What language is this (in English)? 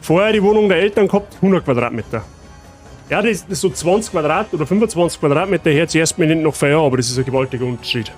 Bavarian